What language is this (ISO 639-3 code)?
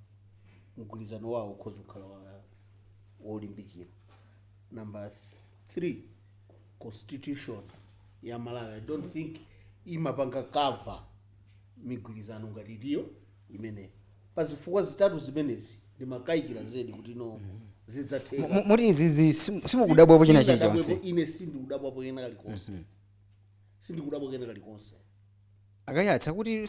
nya